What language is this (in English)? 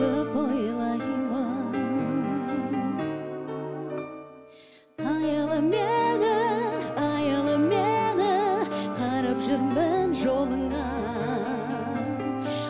Kazakh